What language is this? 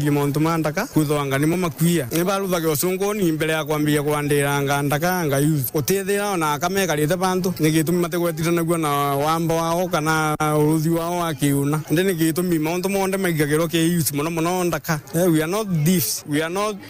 Meru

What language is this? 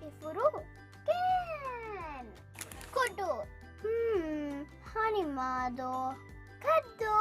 Divehi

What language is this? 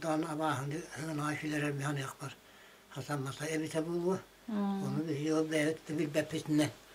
Yakut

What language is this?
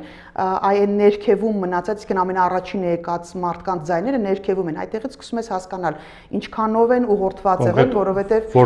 Armenian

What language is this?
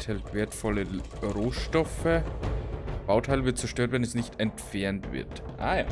Bavarian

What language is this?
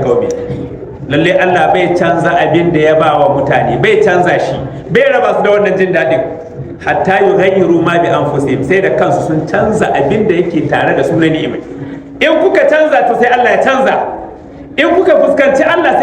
Hausa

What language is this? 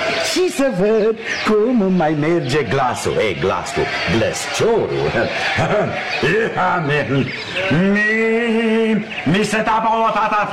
Romanian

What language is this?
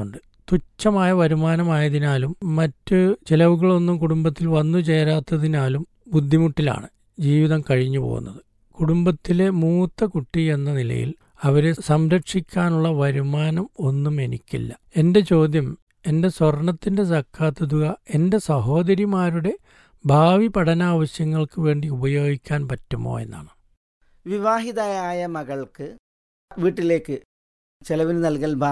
Malayalam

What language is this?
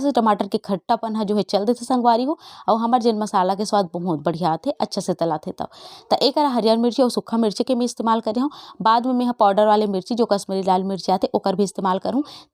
Chhattisgarhi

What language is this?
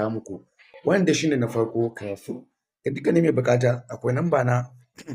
Hausa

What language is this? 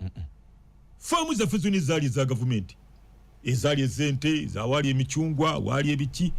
Ganda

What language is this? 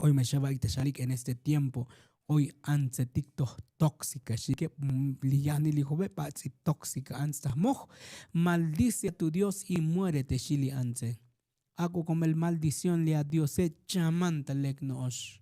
Tzotzil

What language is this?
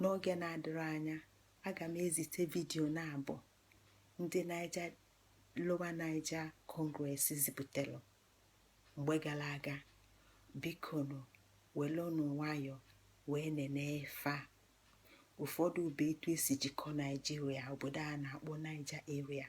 Igbo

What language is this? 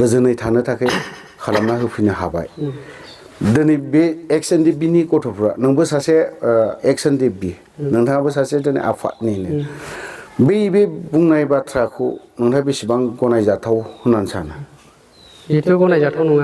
Bodo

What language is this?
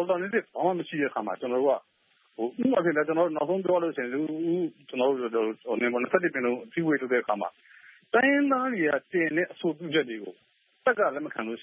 Burmese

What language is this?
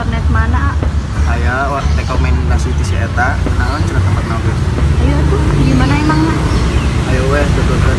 Sundanese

